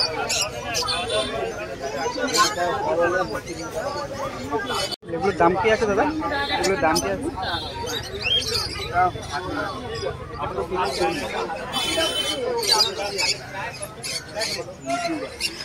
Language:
Bangla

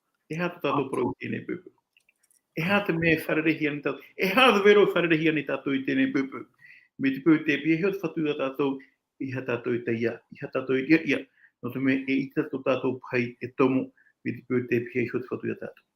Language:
Tahitian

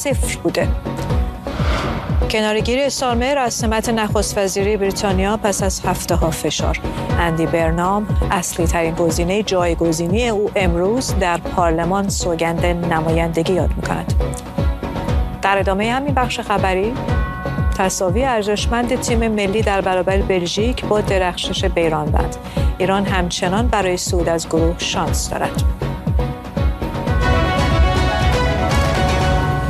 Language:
Persian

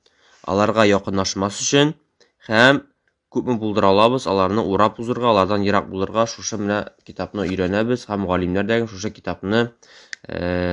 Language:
Tatar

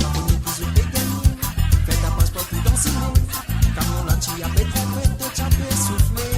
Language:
Morisyen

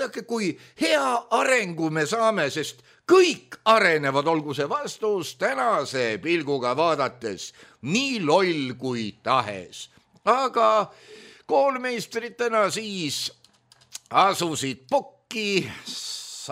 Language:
Estonian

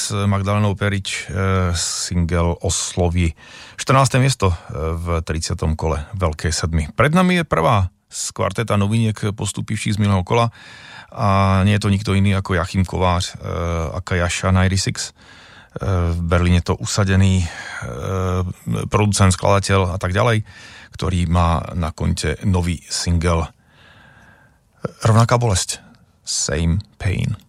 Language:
Slovak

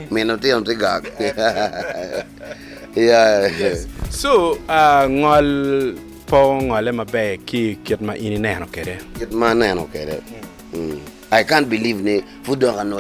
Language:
Acoli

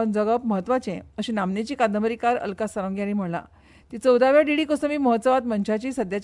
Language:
Konkani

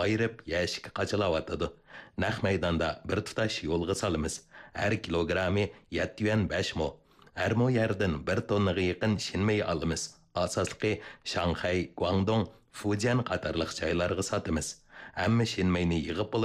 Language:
Uyghur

